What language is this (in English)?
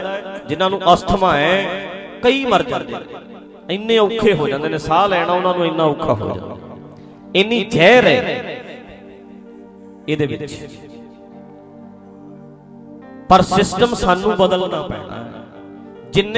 Punjabi